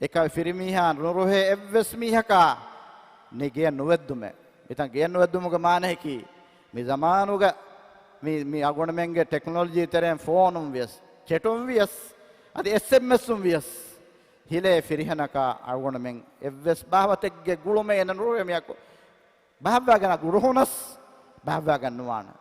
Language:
Divehi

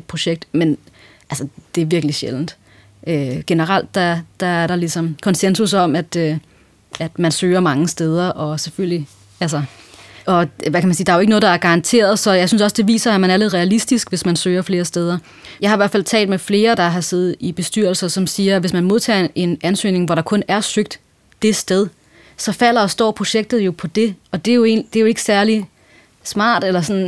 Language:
Danish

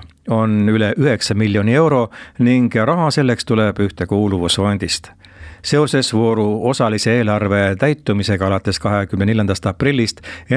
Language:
Estonian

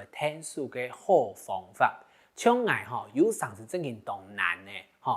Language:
Hakka Chinese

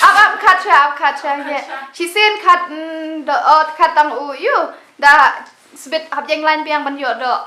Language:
Khasi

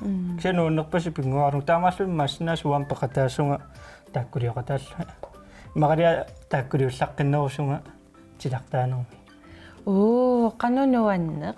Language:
Kalaallisut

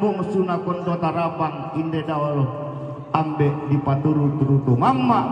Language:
Toraja-Sa'dan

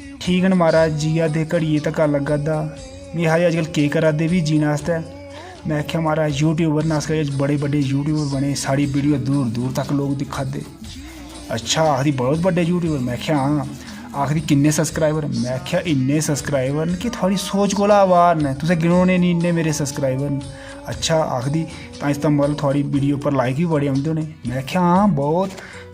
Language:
Dogri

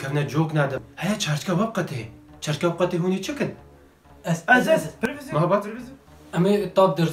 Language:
Kurdish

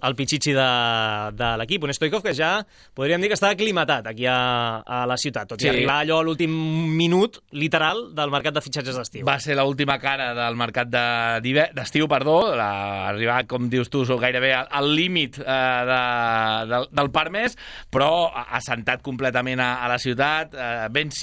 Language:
Catalan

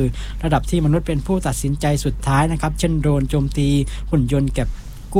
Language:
Thai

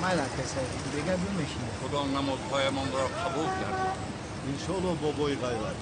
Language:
Tajik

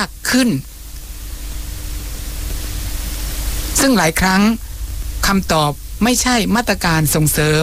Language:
Thai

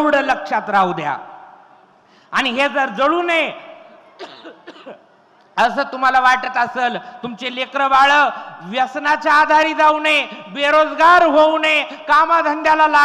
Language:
Marathi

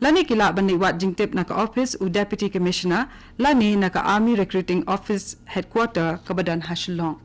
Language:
Khasi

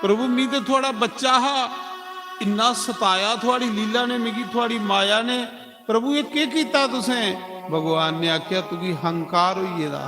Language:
Dogri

